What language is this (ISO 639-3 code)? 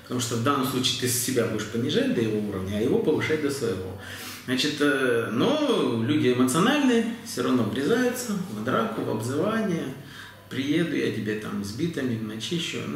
rus